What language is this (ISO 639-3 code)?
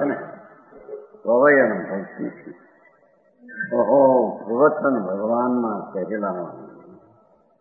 guj